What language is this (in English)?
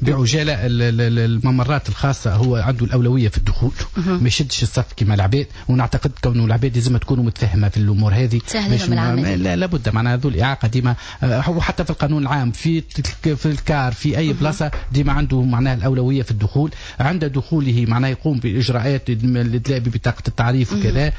Tunisian Arabic